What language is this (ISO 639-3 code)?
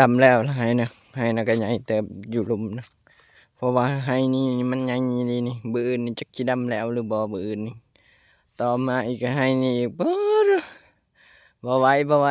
lao